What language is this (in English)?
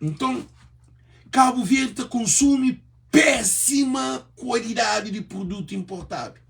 Kabuverdianu